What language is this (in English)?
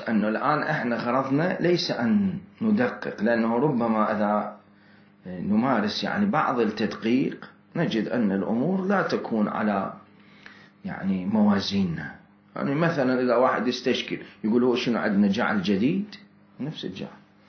Mesopotamian Arabic